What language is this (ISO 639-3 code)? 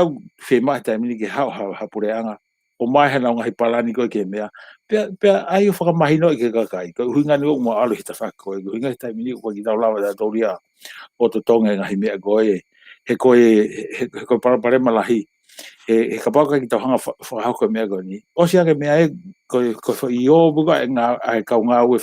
ton